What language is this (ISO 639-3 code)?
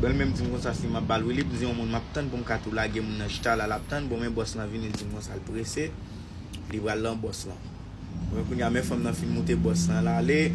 hat